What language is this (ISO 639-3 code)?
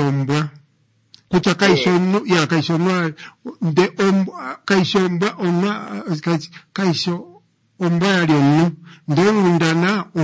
kua